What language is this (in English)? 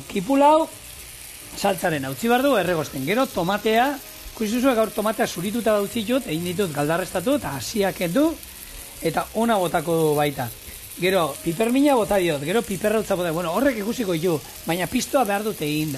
Basque